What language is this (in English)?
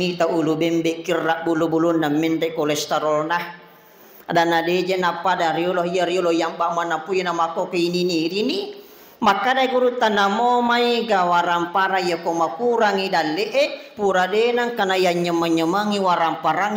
Buginese